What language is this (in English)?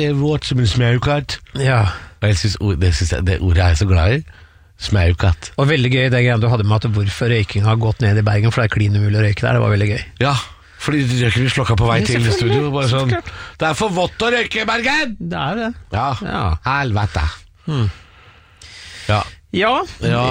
Norwegian